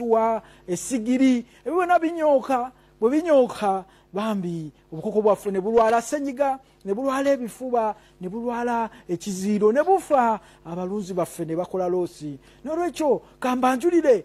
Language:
Ganda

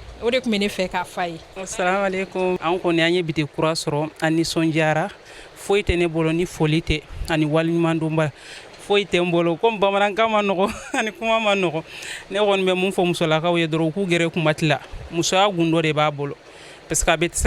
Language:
Bambara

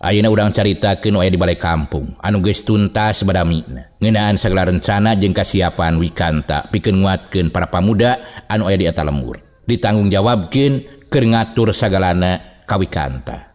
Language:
Sundanese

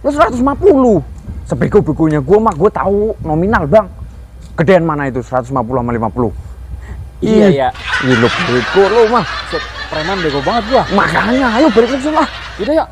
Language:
Betawi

